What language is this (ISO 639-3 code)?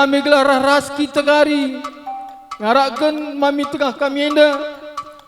btx